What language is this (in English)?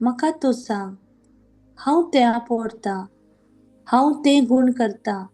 Konkani